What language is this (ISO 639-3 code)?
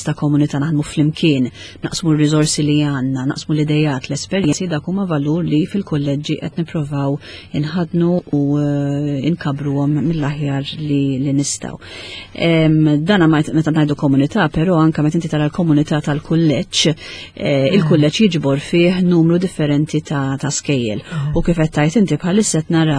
mlt